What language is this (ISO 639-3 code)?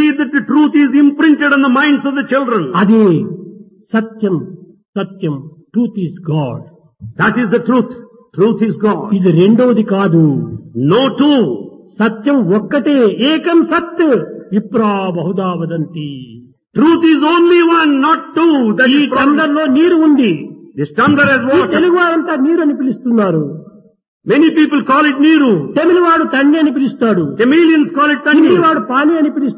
tel